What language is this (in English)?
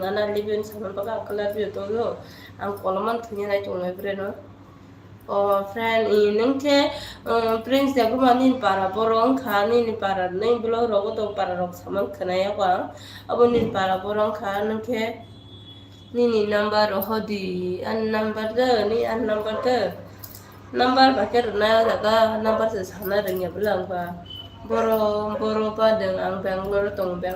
Kok Borok